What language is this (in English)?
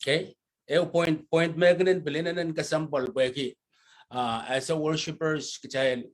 Pohnpeian